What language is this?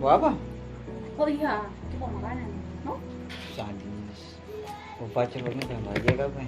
Ambonese Malay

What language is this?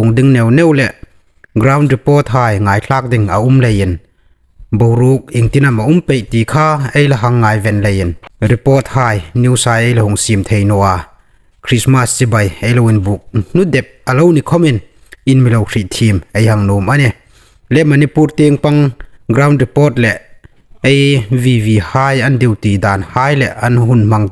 Hmar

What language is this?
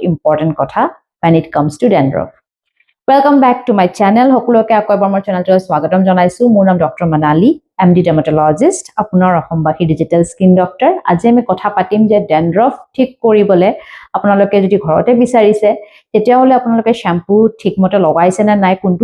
Assamese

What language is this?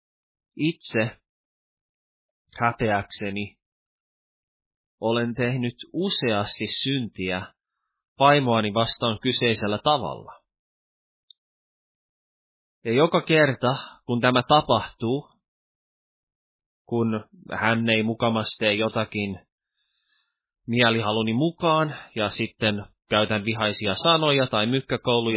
Finnish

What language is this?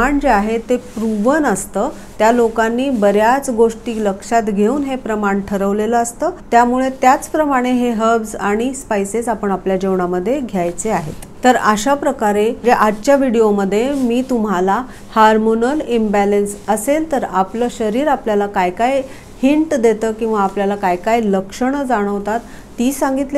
Marathi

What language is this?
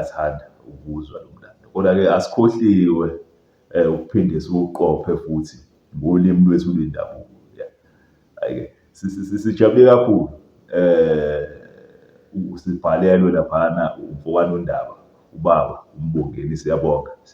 Zulu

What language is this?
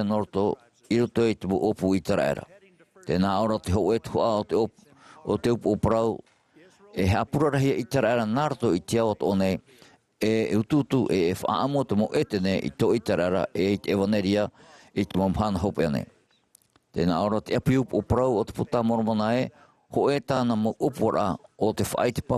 Tahitian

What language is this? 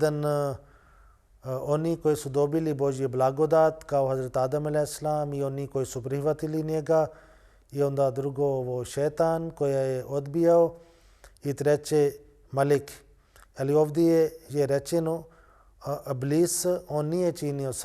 Bosnian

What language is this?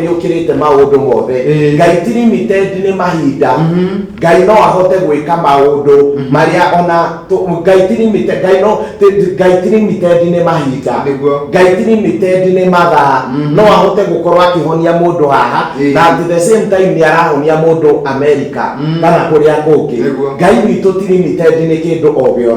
Kikuyu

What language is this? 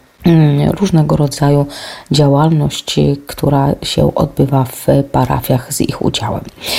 Polish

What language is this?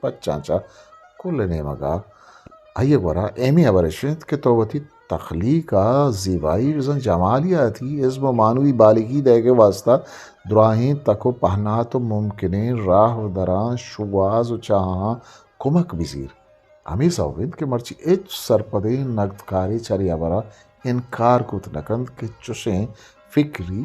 Eastern Balochi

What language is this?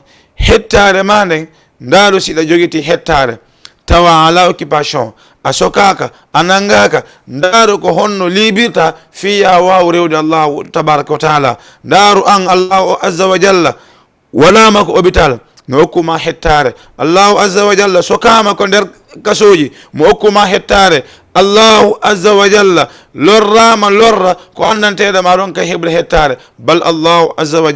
Fula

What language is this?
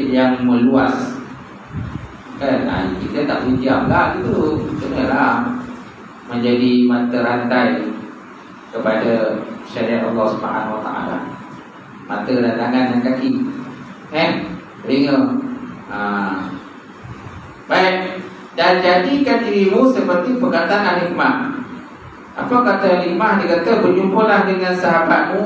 Malay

